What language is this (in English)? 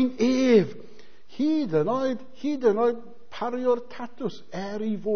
Welsh